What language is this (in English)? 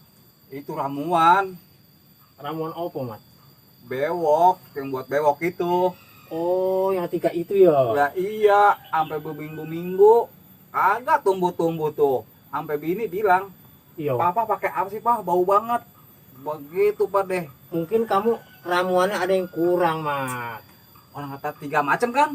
Betawi